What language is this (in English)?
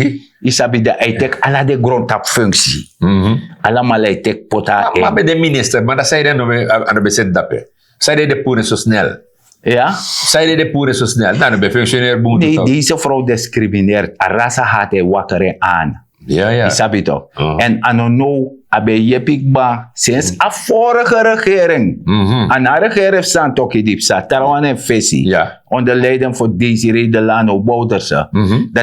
Sranan Tongo